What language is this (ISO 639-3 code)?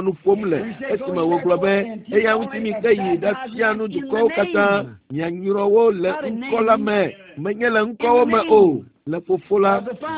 ewe